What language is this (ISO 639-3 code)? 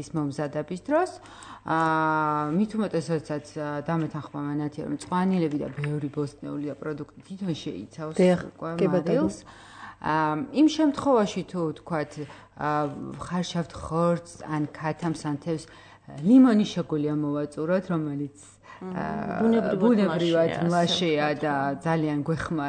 kat